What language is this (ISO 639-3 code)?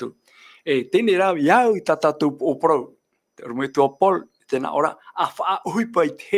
tah